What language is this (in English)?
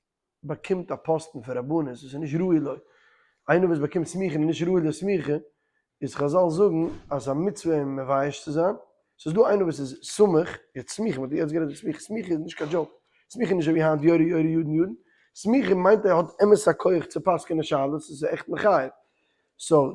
Yiddish